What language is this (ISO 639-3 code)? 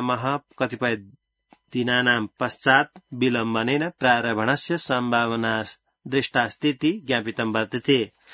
san